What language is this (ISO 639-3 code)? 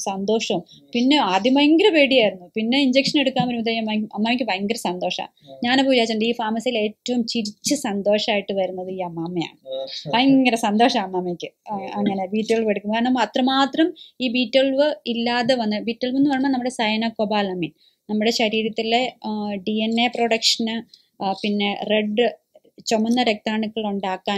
mal